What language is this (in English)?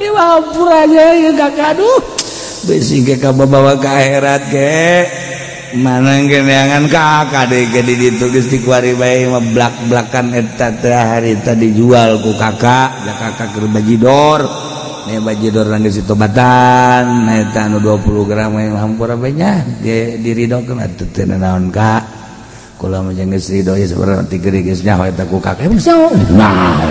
Sundanese